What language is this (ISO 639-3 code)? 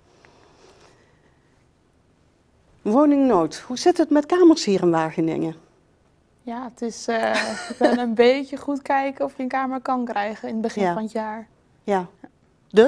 nld